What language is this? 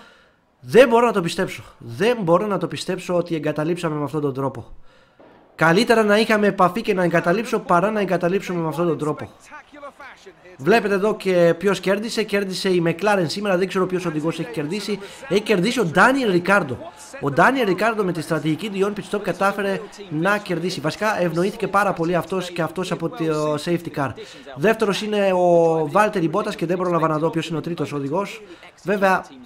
Greek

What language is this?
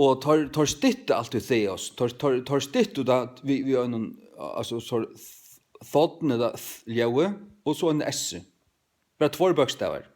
Faroese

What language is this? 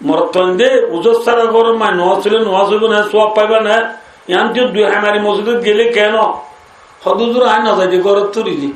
Rohingya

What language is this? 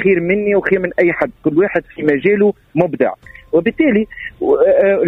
Tunisian Arabic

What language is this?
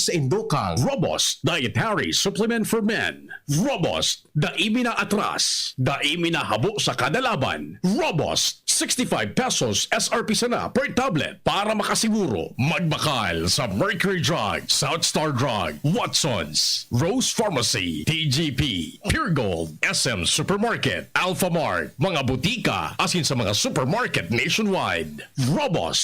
Bikol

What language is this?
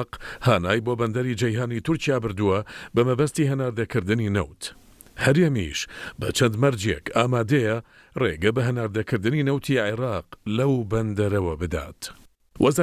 Central Kurdish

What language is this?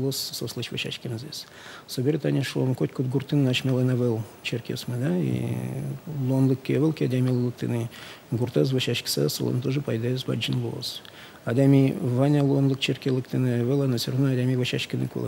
Udmurt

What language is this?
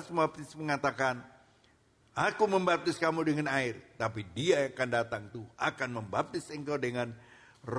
Indonesian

